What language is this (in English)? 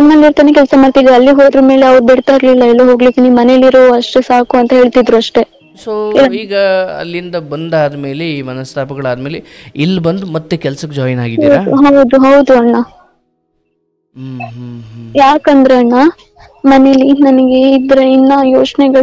Kannada